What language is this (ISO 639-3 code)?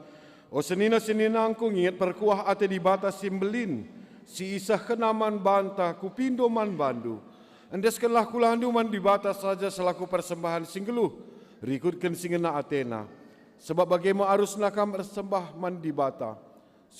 btx